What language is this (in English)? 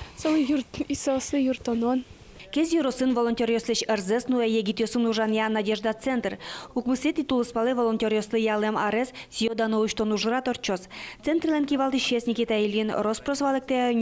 Udmurt